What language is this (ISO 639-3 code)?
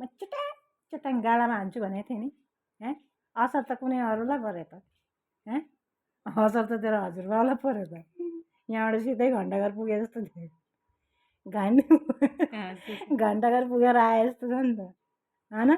nep